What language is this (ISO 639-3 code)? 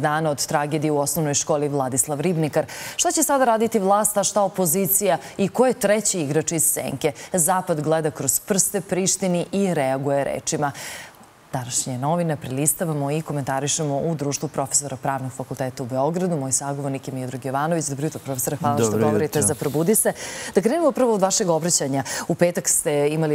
srp